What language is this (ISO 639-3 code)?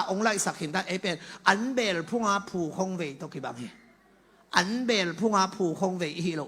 ctd